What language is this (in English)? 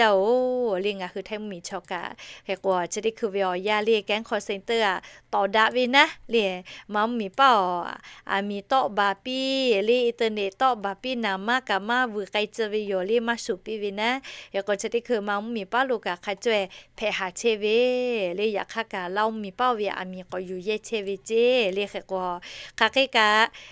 Lahu